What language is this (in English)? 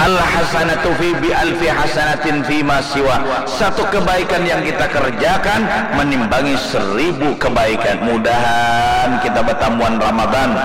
Banjar